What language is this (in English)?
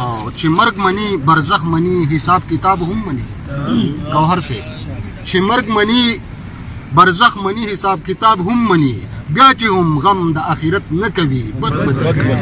Pashto